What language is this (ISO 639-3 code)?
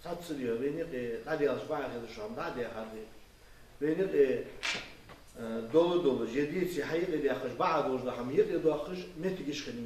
inh